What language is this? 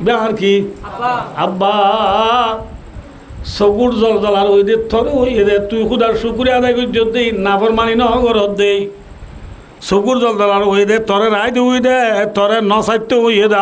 Rohingya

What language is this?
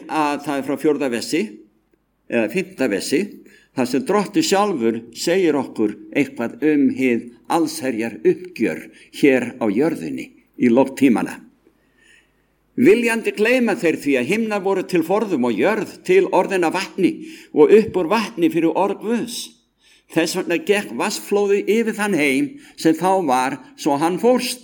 Icelandic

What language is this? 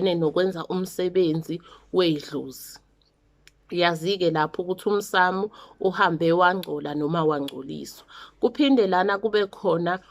Zulu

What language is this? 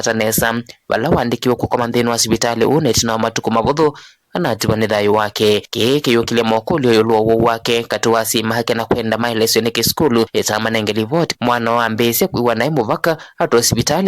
Kamba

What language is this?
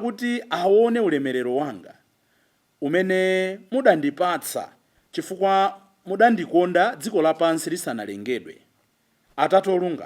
Nyanja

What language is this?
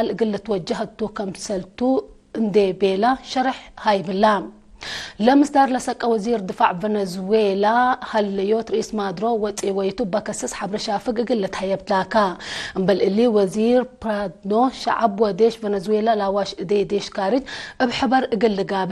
Tigre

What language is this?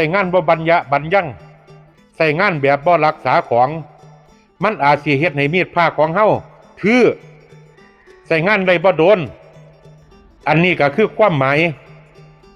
Lao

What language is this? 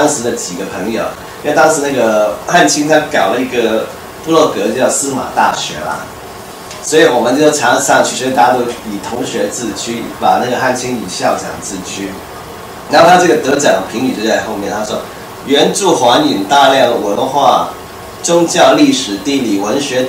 Chinese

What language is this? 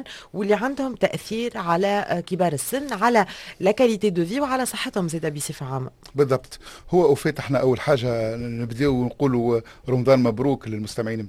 Tunisian Arabic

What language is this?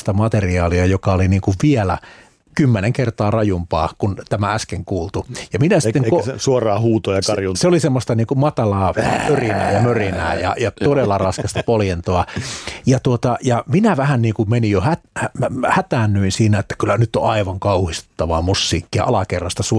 Finnish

